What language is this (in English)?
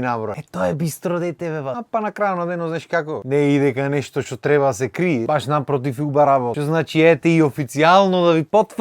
Macedonian